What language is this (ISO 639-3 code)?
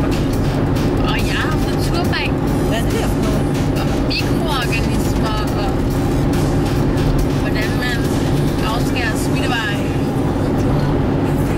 dan